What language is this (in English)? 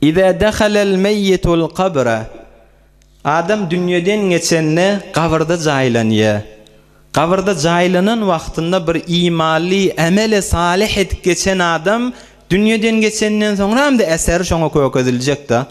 Turkmen